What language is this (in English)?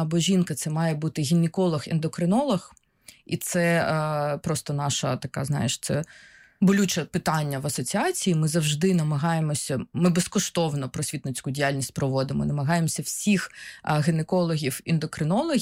Ukrainian